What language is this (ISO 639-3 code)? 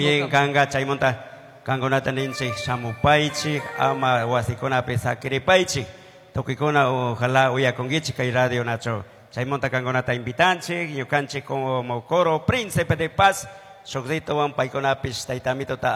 qug